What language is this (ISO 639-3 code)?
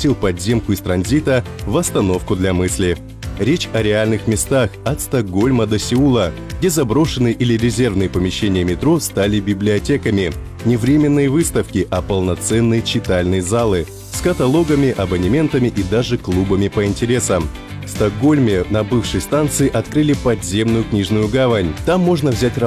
rus